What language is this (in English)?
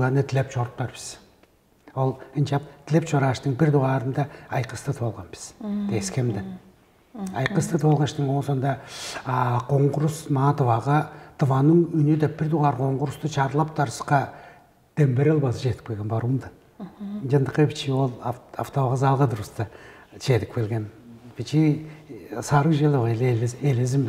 Tuvinian